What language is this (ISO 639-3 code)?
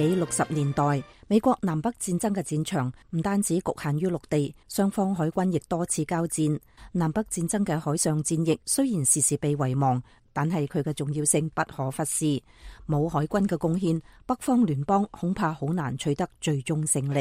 yue